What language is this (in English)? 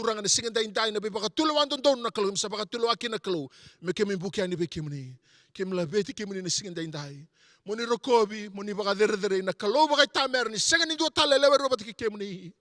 Fijian